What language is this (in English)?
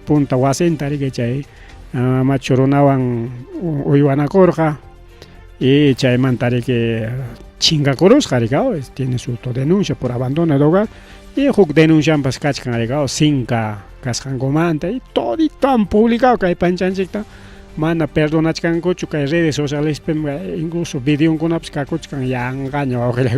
Ayacucho Quechua